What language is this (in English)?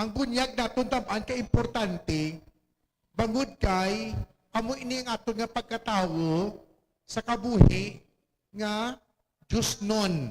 Hiligaynon